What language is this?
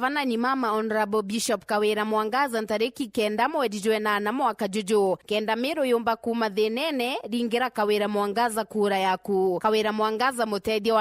Meru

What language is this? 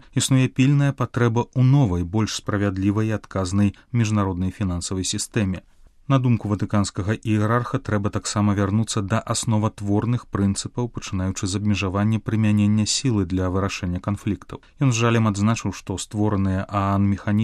Belarusian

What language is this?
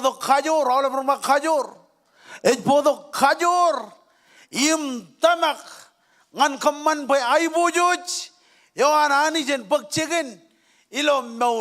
Marshallese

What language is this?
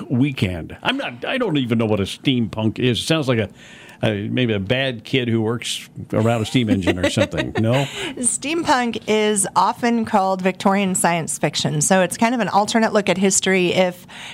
English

